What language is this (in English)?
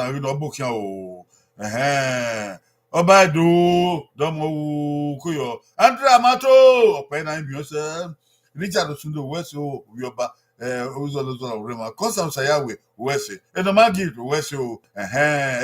Bini